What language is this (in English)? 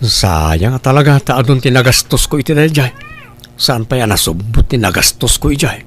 Iloko